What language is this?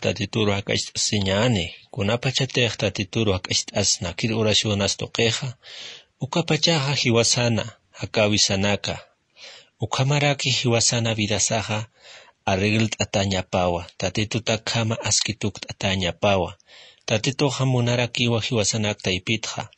Aymara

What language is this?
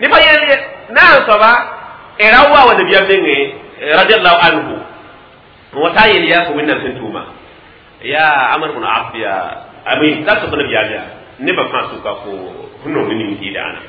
Mossi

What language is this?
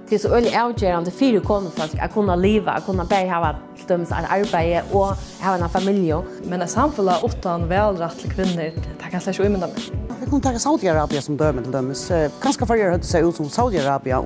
Faroese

